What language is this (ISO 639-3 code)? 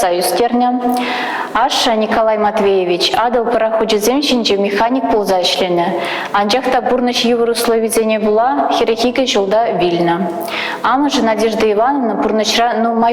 chv